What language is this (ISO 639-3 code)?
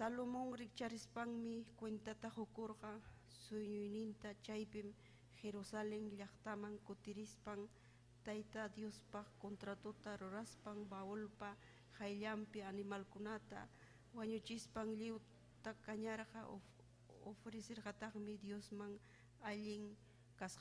quy